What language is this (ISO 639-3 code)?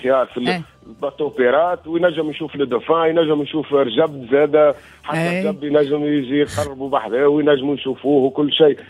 aeb